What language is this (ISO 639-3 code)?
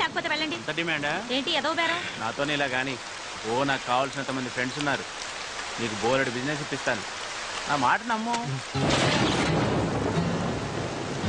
tel